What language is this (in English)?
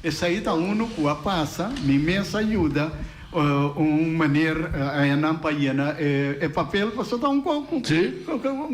Papiamento